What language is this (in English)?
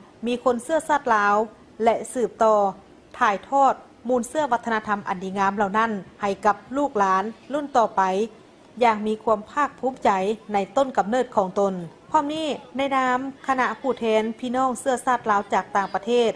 Lao